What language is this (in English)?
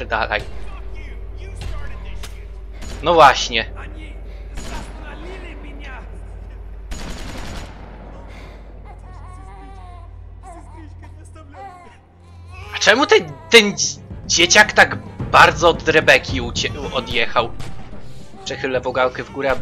Polish